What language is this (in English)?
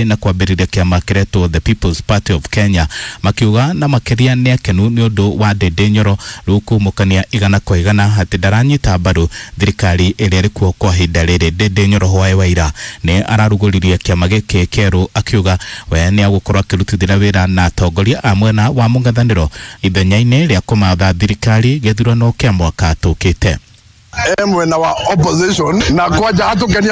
Kikuyu